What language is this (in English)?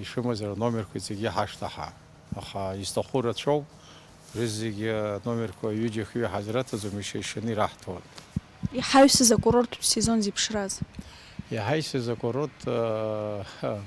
Abkhazian